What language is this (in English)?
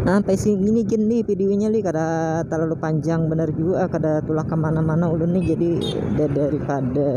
Banjar